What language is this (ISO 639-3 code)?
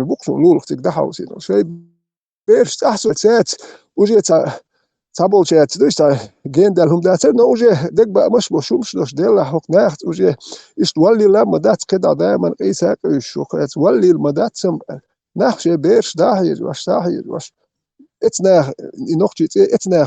che